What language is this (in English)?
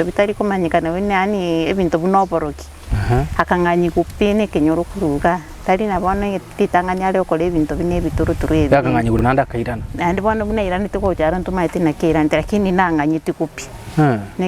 Gusii